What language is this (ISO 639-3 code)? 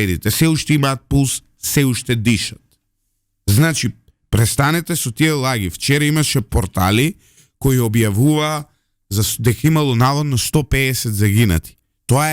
mkd